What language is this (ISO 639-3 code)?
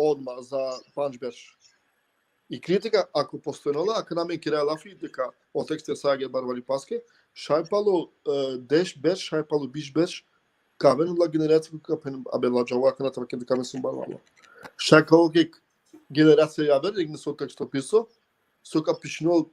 rmn